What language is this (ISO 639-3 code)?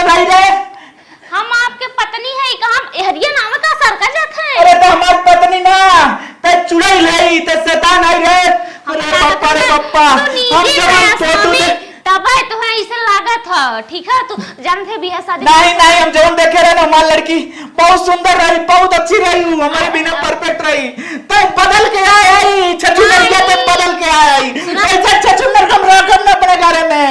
awa